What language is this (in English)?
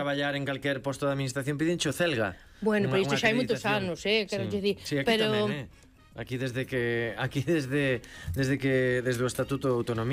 Galician